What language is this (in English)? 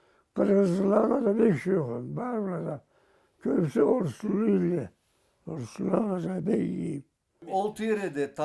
Karachay-Balkar